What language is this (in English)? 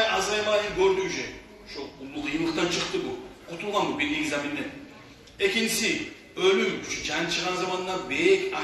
Kumyk